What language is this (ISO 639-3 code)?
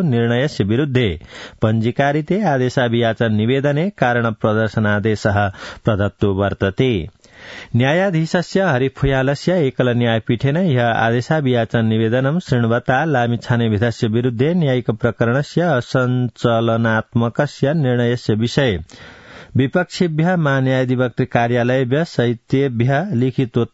san